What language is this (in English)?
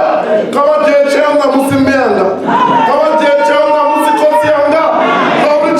Venda